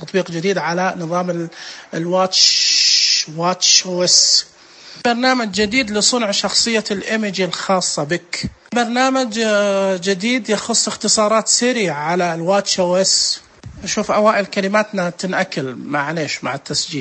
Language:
Najdi Arabic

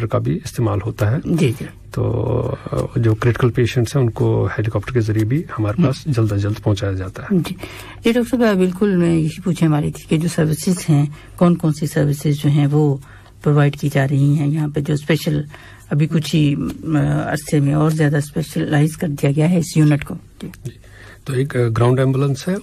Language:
Urdu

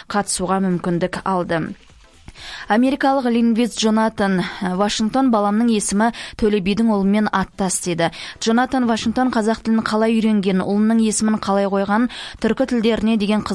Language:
Kazakh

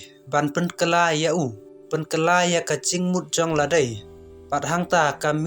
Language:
Khasi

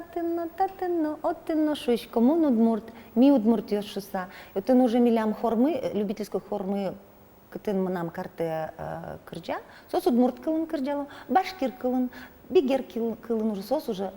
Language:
Udmurt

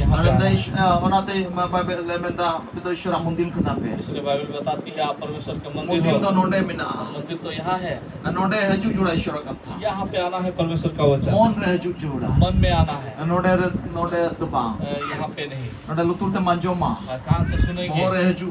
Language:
Santali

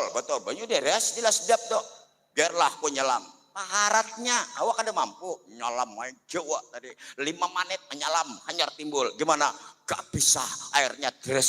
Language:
Banjar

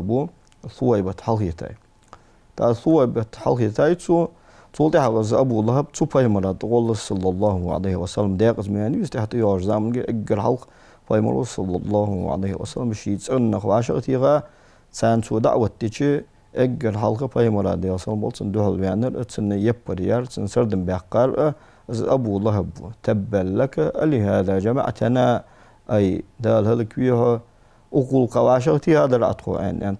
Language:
Ingush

